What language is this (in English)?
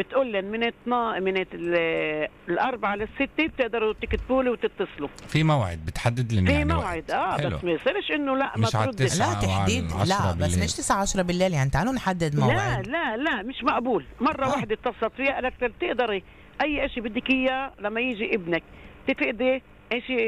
North Levantine Arabic